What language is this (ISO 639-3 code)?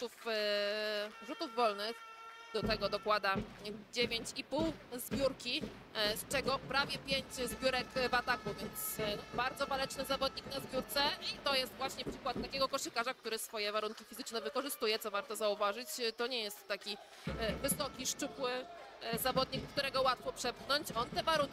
pol